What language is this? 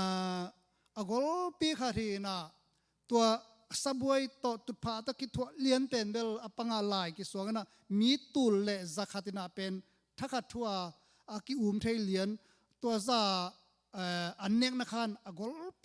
Tedim Chin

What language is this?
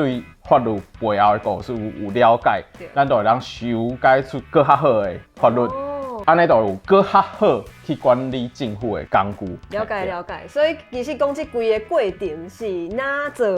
Min Nan Chinese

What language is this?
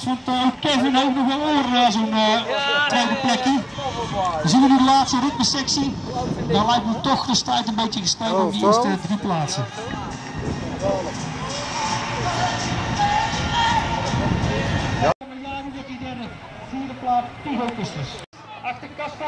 Dutch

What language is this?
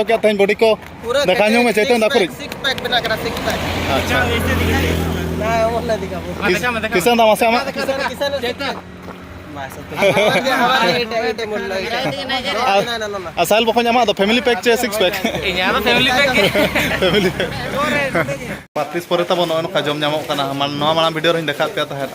Santali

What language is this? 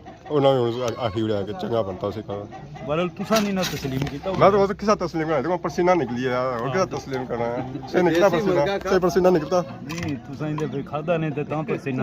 Pahari-Potwari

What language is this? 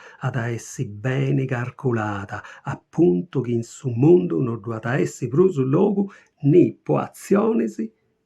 Sardinian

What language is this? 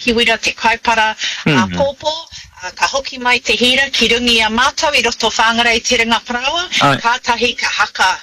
Māori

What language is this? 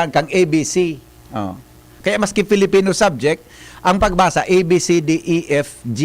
Bikol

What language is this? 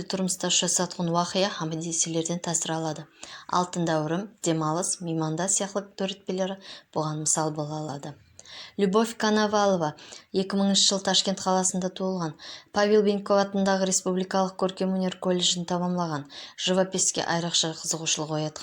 Kara-Kalpak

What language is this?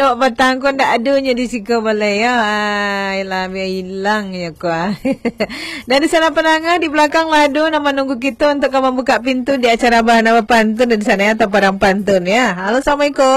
Minangkabau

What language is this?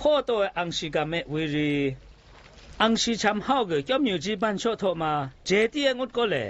Zaiwa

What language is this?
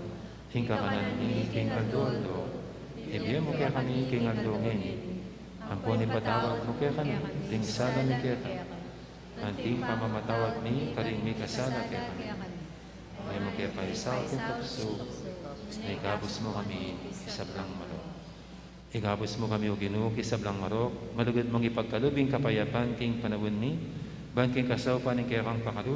Pampanga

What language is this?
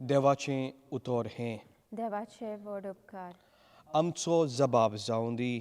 Konkani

